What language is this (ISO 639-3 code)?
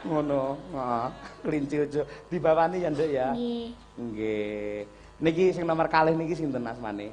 jav